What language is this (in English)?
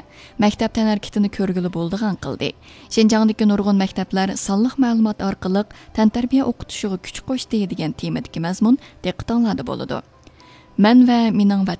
Uyghur